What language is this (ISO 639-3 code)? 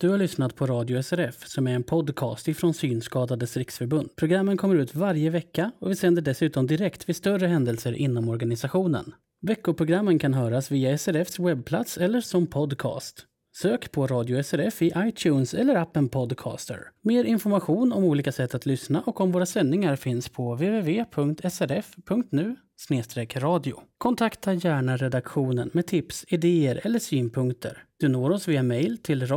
swe